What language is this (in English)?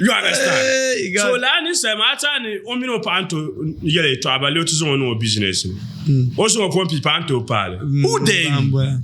Dagbani